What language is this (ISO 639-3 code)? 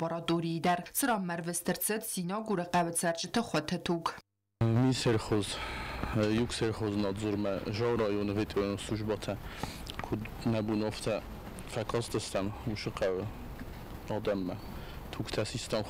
oss